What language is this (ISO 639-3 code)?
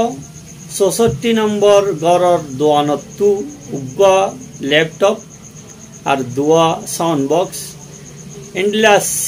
rhg